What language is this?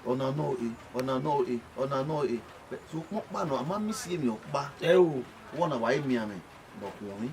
Bini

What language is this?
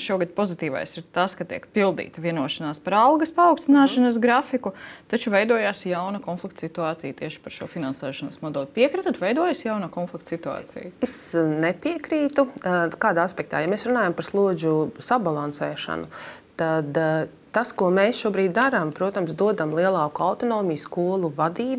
Latvian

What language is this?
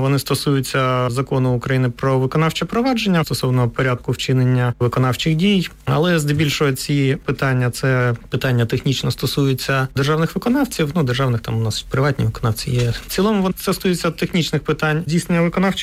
Ukrainian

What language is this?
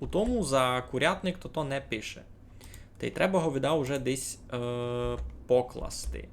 Rusyn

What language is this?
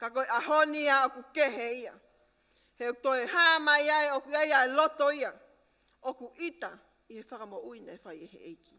Tongan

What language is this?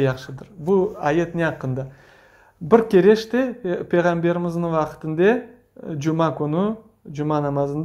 Crimean Tatar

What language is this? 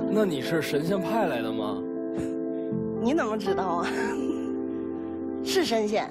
Chinese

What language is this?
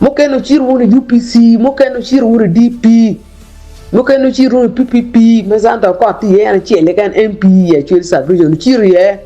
Acoli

